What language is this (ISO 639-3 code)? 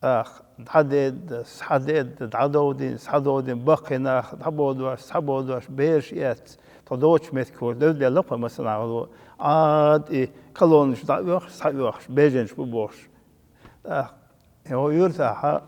che